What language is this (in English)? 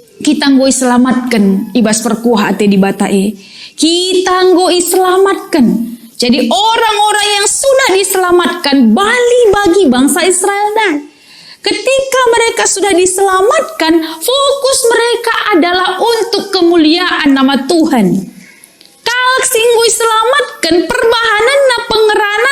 Batak Karo